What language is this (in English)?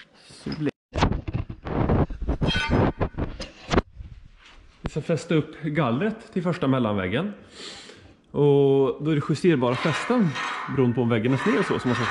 Swedish